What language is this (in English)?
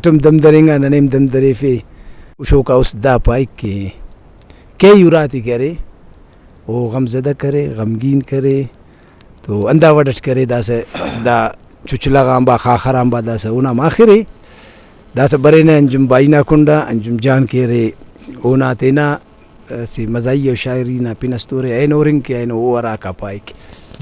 Brahui